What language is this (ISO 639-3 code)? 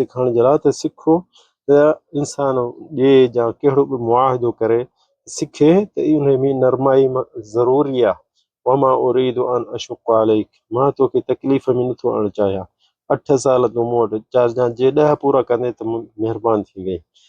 snd